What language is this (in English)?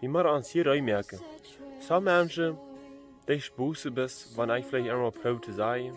Plautdietsch